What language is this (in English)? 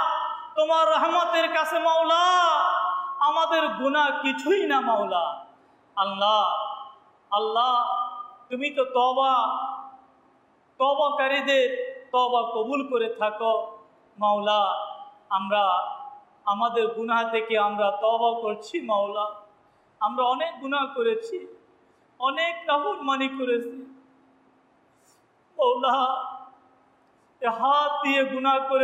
Bangla